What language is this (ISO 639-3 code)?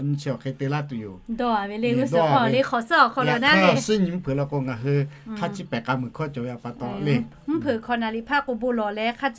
lhu